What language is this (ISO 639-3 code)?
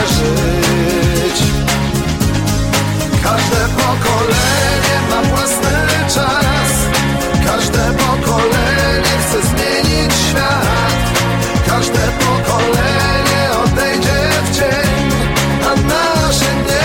pol